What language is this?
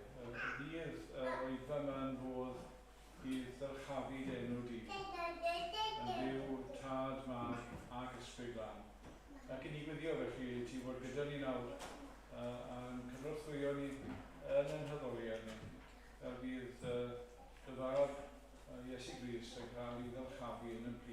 Welsh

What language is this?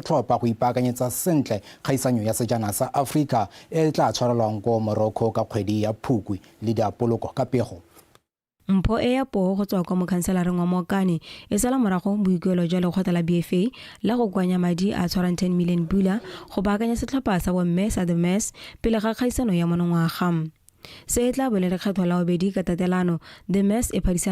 Tswana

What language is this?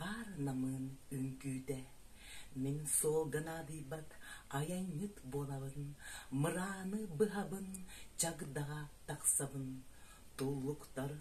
Yakut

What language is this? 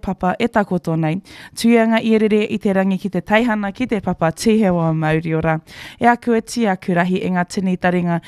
Māori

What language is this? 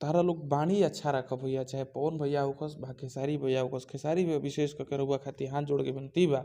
Bhojpuri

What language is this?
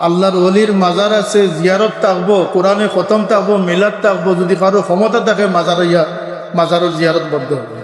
Sylheti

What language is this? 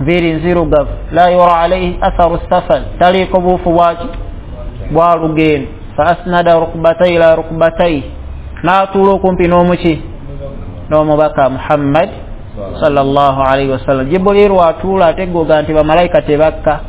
Ganda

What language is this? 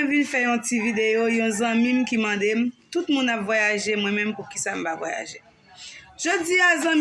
Haitian Creole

